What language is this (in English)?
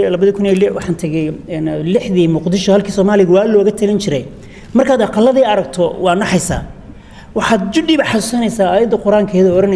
Somali